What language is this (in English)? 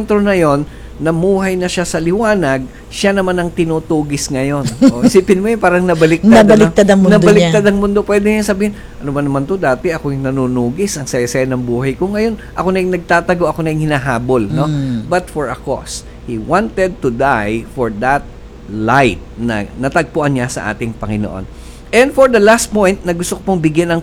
Filipino